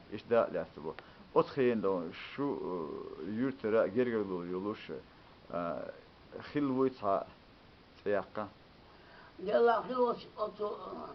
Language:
Chechen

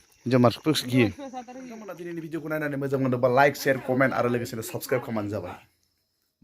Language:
Bodo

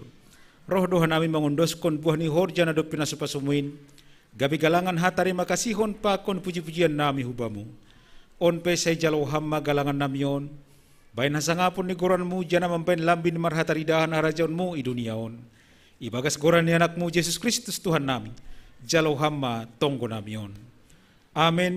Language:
Batak Simalungun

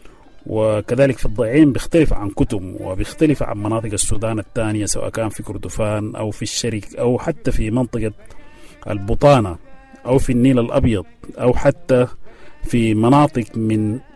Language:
Sudanese Arabic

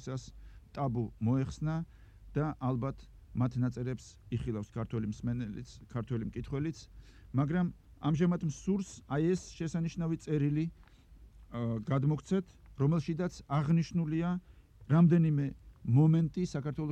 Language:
Georgian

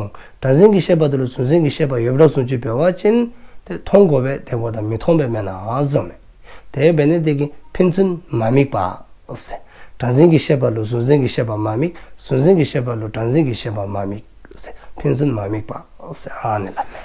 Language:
Dzongkha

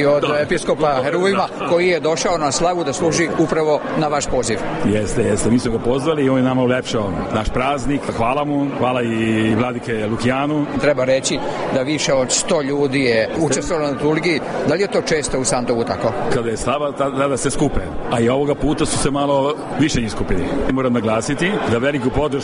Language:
Serbian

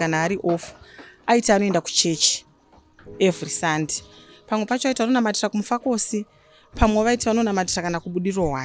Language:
Shona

